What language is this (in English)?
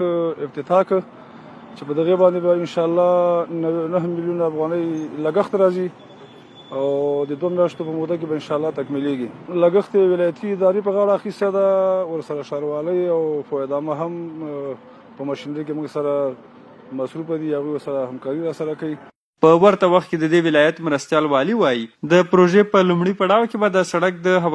Pashto